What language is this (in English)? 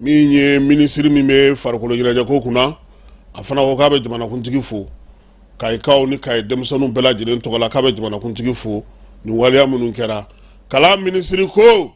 Bambara